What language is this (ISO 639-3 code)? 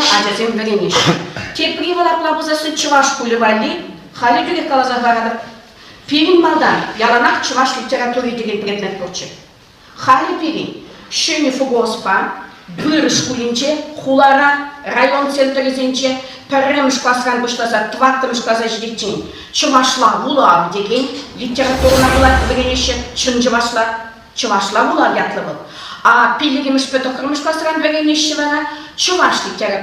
chv